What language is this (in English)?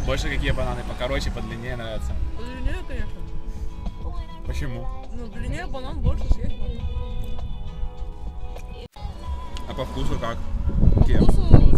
Russian